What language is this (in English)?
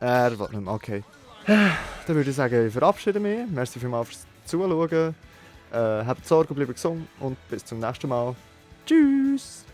Swiss German